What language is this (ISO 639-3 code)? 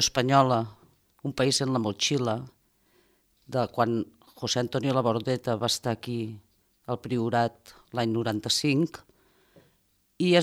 cat